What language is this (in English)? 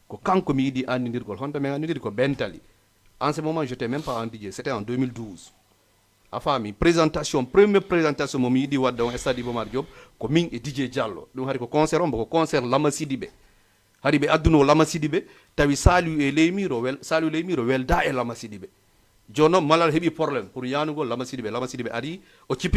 Fula